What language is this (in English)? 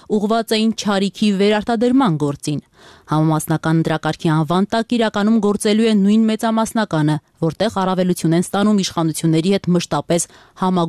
Armenian